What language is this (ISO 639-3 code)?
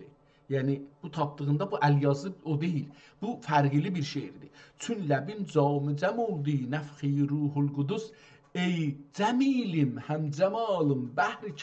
azb